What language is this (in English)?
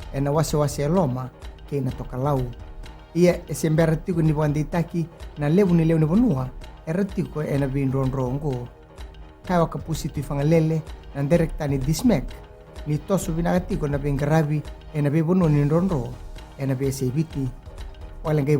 Fijian